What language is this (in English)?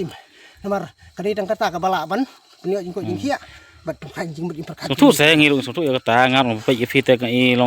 Khasi